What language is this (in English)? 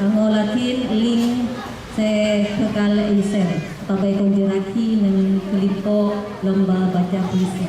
Madurese